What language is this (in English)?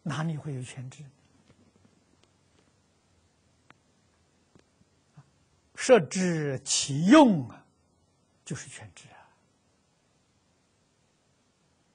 Chinese